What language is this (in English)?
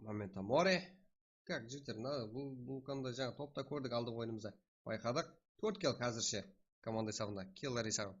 Kara-Kalpak